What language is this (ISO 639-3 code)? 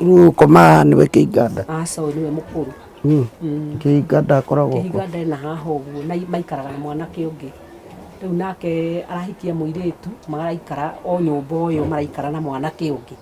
kik